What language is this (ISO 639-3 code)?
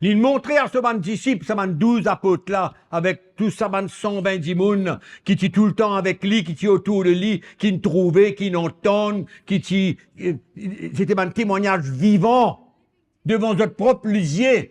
mfe